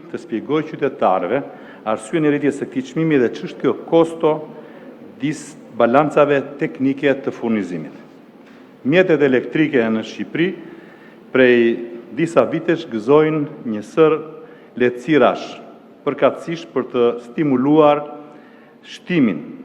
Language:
Albanian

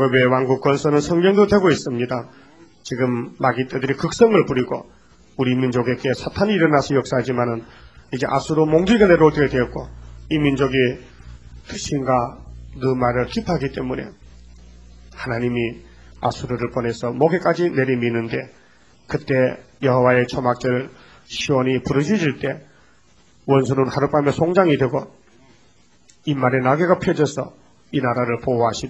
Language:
Korean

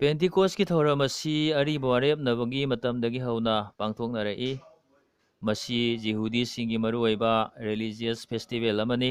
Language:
Manipuri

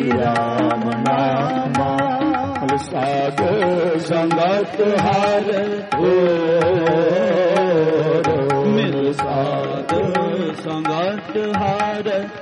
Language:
Punjabi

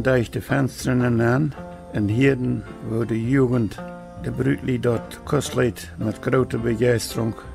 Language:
Plautdietsch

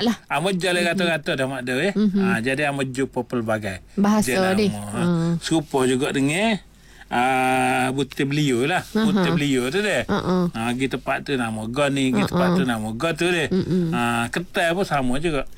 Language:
Malay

